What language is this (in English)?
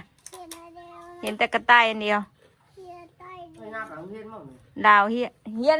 Northeastern Thai